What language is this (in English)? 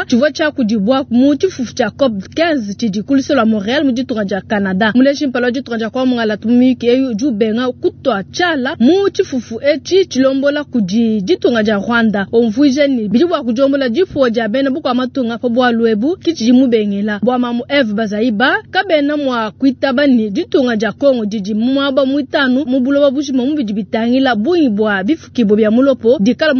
Luba-Lulua